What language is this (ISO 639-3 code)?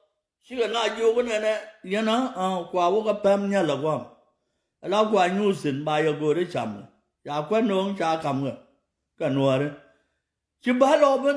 nus